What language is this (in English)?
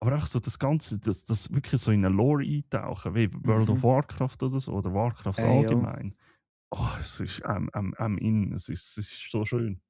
Swiss German